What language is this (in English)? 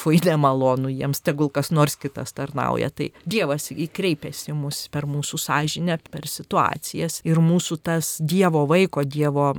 Lithuanian